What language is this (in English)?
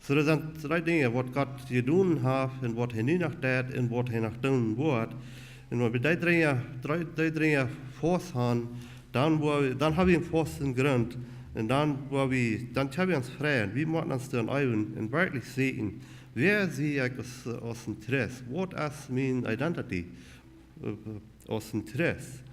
Plautdietsch